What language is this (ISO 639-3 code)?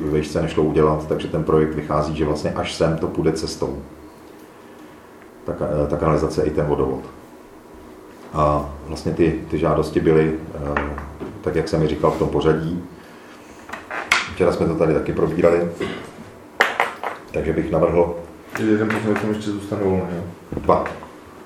ces